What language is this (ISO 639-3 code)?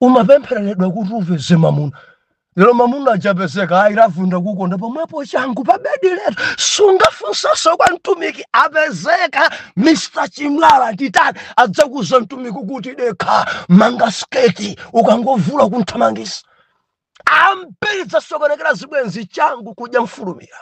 nya